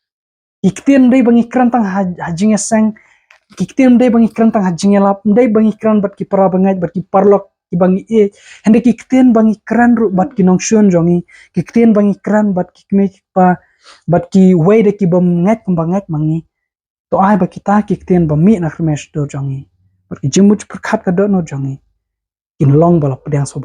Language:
Khasi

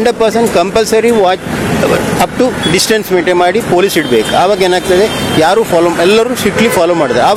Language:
Kannada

